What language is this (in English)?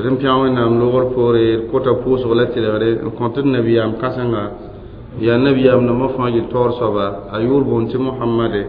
Mossi